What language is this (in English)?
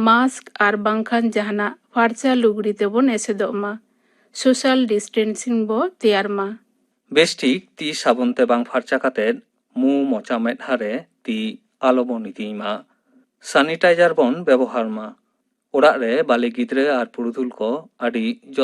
Santali